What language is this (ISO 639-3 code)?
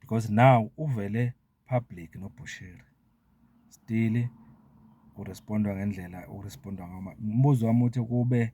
zul